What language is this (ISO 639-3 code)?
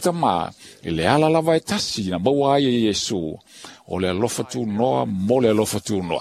smo